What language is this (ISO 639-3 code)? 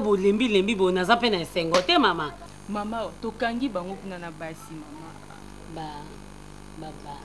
lin